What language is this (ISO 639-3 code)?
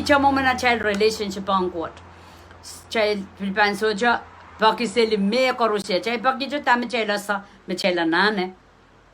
pon